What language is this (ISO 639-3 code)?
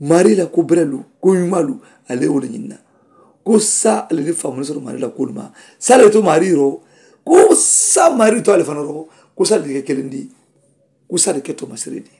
man